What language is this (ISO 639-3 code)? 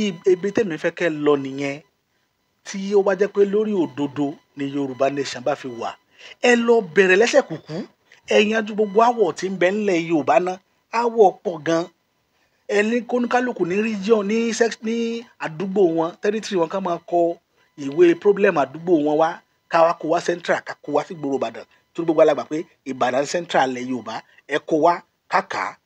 yor